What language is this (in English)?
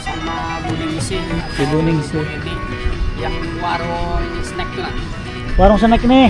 Banjar